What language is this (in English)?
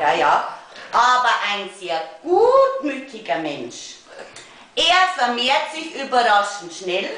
Bavarian